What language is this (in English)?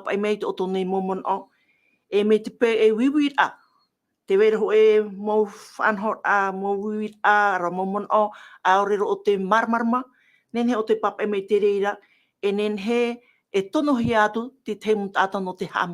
Tahitian